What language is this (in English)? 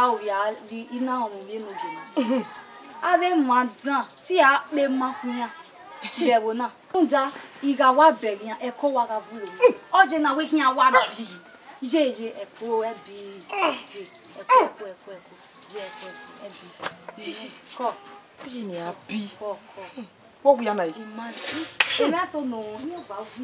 Bini